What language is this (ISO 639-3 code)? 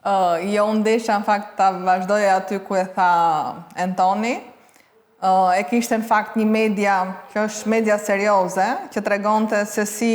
sqi